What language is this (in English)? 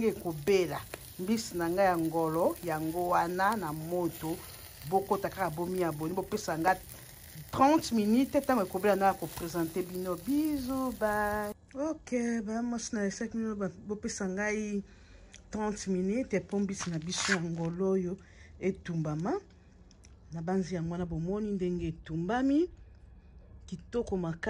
Lingala